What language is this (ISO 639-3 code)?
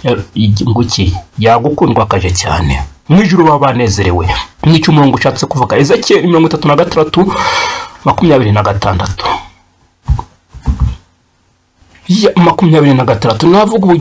kin